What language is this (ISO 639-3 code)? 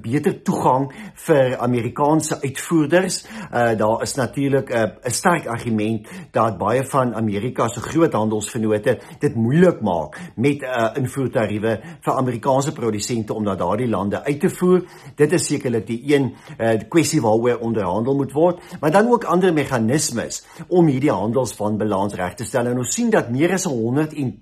afr